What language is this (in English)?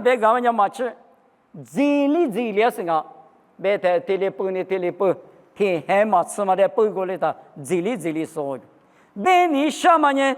Lisu